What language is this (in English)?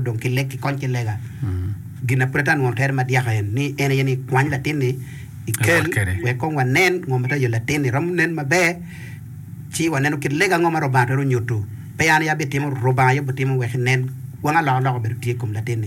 Acoli